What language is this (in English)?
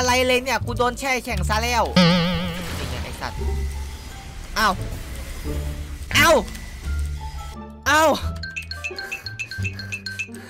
Thai